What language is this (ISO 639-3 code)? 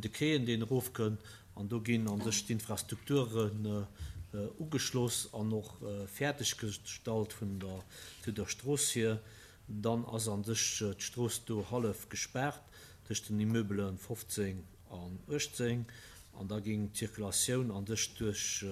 ltz